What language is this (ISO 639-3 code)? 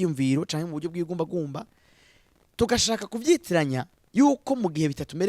run